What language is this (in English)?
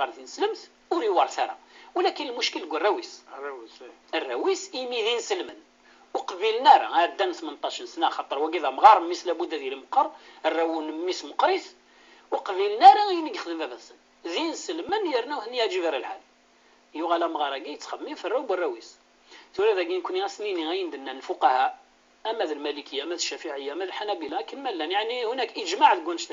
Kabyle